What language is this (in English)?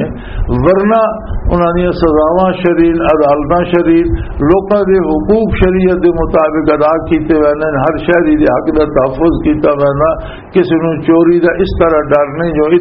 Western Panjabi